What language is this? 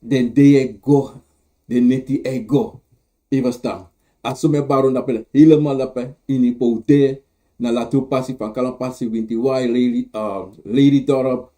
Sranan Tongo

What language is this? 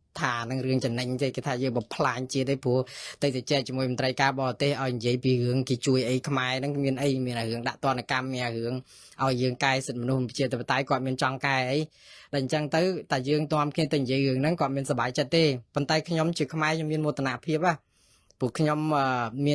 Khmer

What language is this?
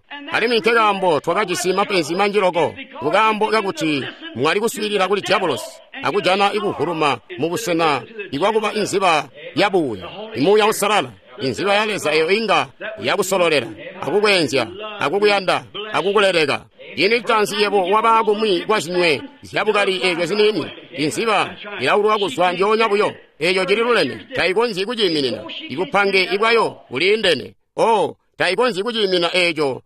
Tonga (Zambia)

